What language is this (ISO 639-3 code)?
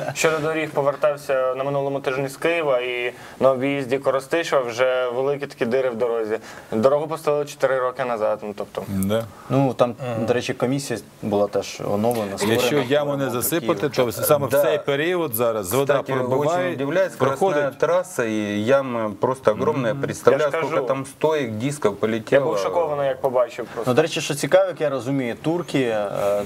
ukr